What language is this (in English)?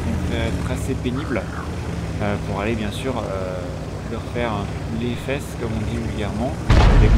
French